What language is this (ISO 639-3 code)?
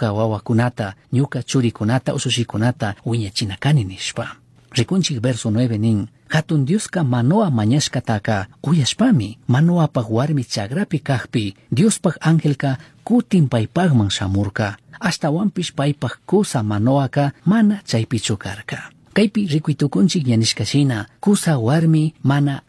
qug